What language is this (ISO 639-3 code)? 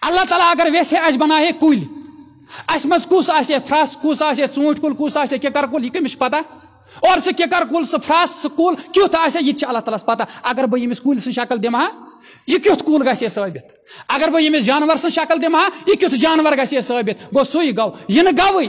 kas